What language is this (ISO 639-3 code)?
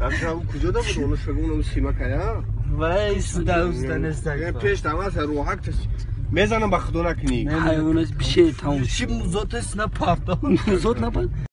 tgk